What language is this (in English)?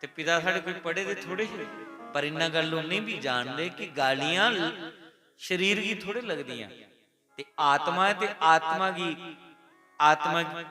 Dogri